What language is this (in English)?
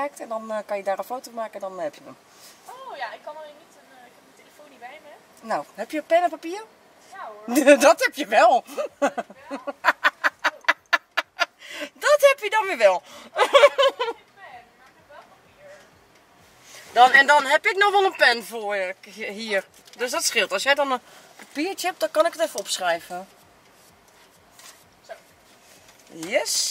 Dutch